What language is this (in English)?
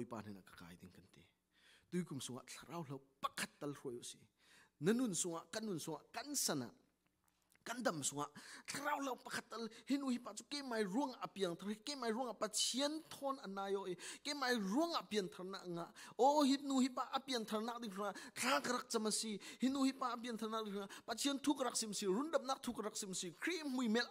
Falam Chin